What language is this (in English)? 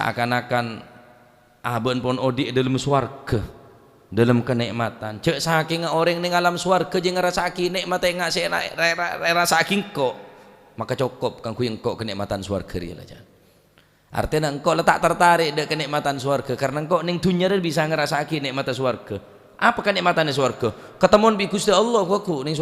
Madurese